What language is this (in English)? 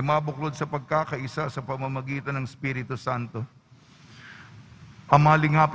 Filipino